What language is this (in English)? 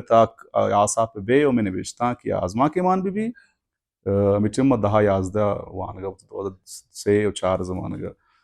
Baluchi